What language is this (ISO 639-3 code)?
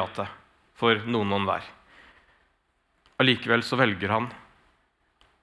nor